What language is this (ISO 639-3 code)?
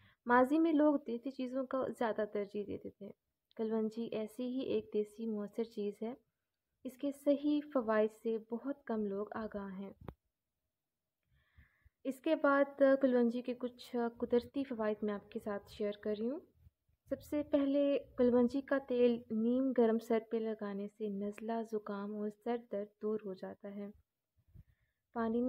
urd